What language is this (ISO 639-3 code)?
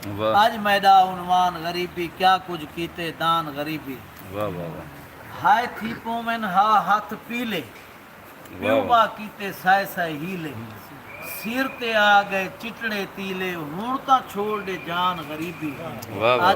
skr